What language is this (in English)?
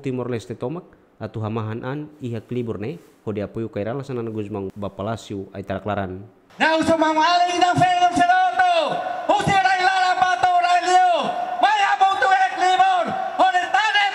Tetum